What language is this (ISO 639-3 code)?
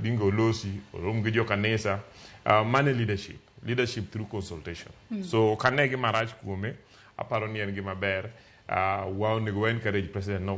luo